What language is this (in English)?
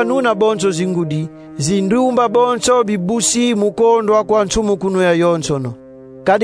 Kongo